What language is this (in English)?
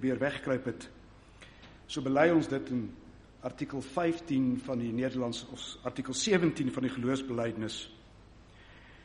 Afrikaans